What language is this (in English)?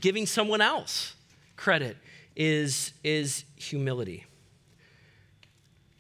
English